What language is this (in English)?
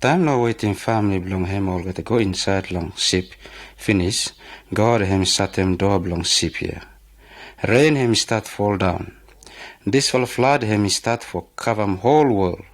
Pijin